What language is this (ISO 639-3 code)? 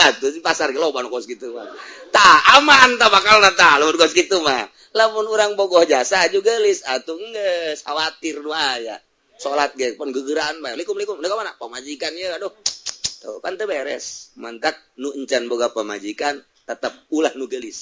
sun